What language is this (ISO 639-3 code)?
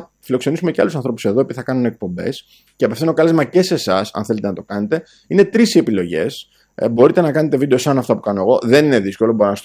ell